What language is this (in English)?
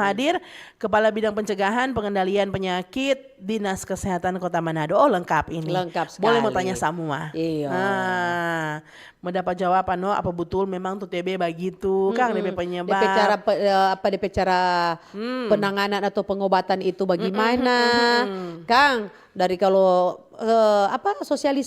Manado Malay